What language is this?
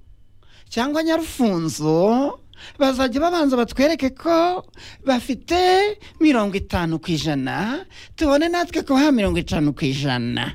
Kinyarwanda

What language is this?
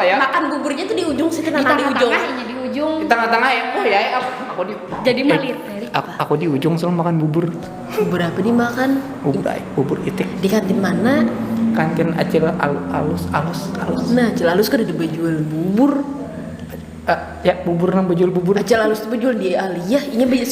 Banjar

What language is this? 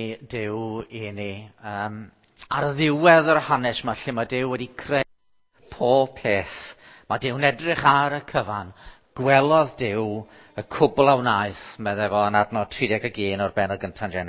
Welsh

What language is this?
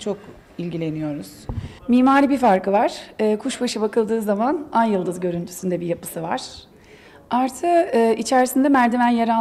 Turkish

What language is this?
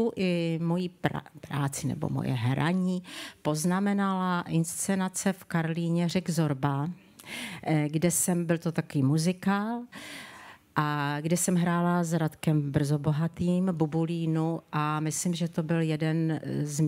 Czech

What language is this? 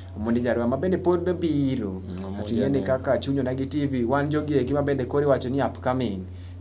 Luo (Kenya and Tanzania)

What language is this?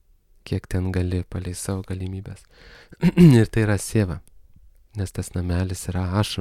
Lithuanian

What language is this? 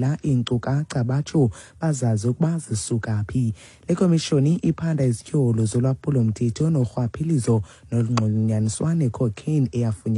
Xhosa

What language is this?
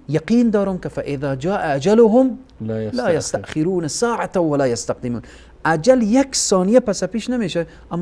Persian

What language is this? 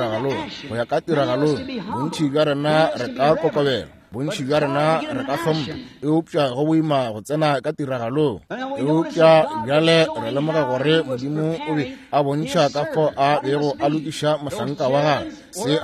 Northern Sotho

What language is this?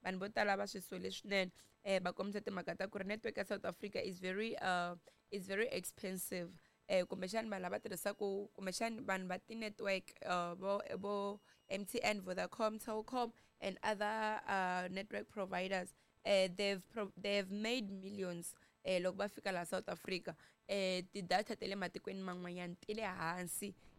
Tsonga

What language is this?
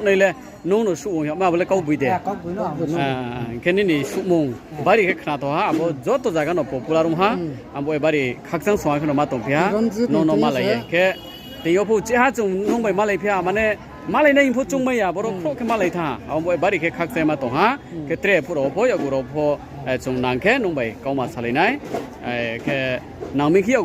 Riang (India)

